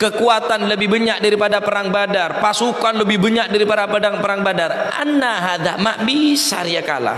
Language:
Madurese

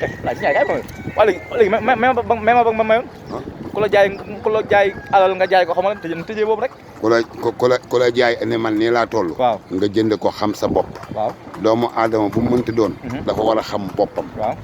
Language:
Wolof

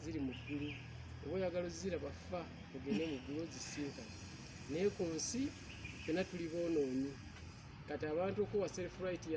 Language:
Ganda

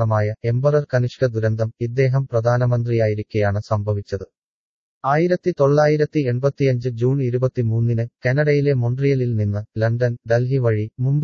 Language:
Malayalam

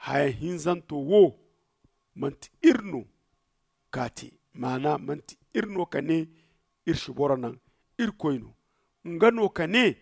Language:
Zarma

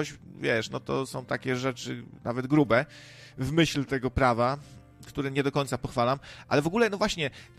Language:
Polish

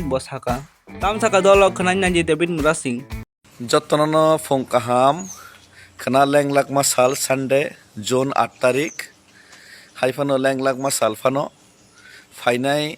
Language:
Kok Borok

